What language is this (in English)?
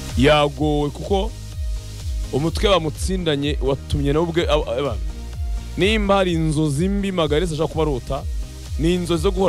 Kinyarwanda